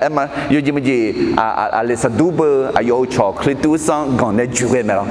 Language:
Akha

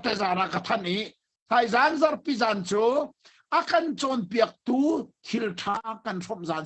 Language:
Hakha Chin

